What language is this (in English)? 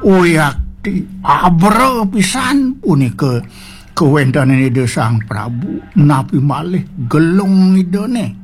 Balinese